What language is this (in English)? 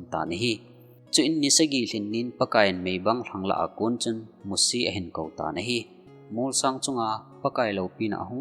Thado Chin